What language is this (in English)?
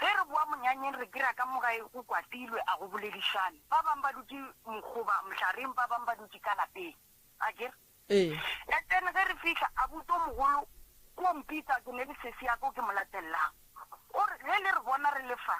Northern Sotho